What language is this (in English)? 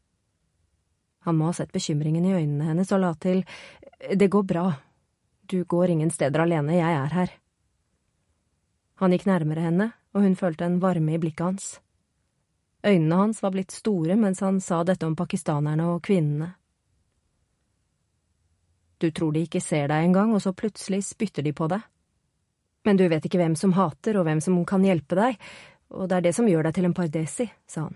Norwegian